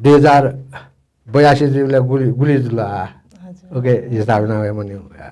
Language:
Newari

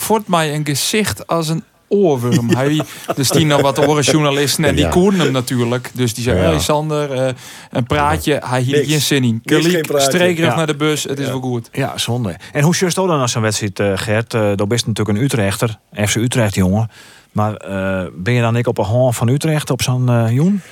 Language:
Western Frisian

